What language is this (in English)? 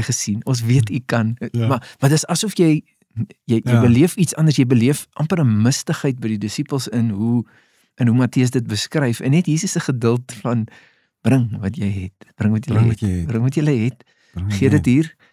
Afrikaans